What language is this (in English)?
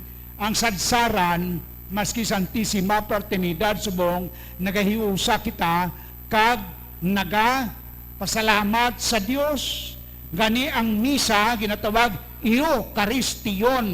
Hiligaynon